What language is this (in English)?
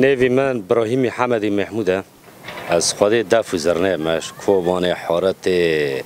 Kurdish